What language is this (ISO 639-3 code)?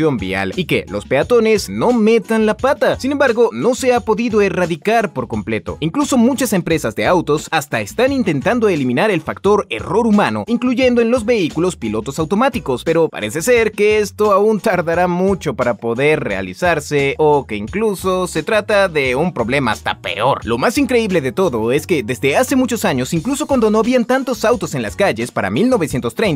spa